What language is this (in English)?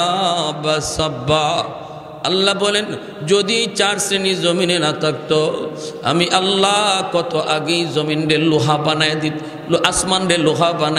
Bangla